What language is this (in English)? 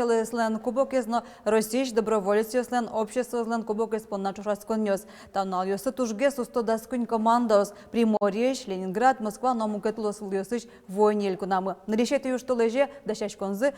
Udmurt